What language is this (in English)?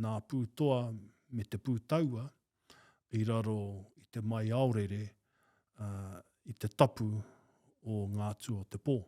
Māori